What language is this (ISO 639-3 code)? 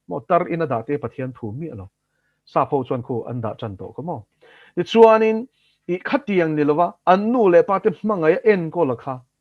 lus